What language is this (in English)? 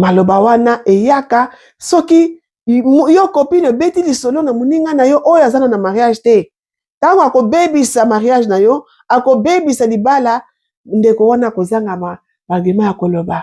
Lingala